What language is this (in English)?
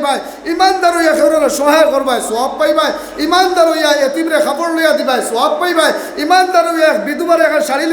Sylheti